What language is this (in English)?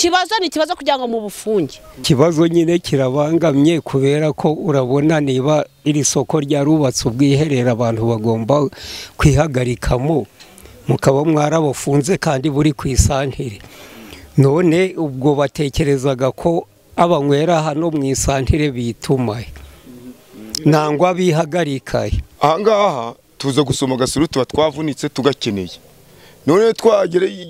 Kinyarwanda